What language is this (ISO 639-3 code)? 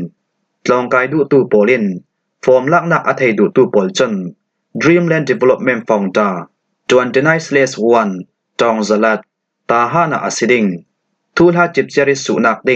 cfm